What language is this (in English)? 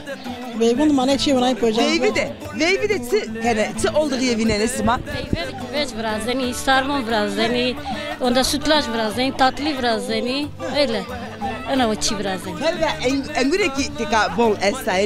Zaza